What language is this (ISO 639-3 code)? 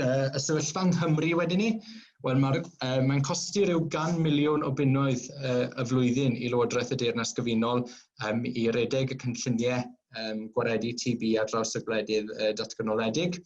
cym